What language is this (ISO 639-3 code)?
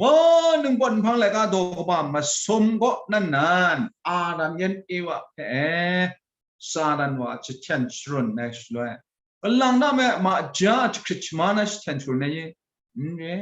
kac